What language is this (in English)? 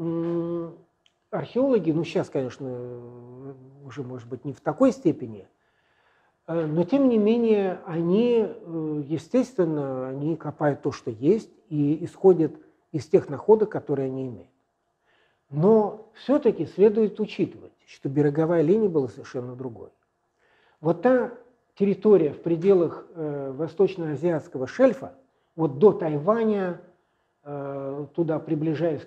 Russian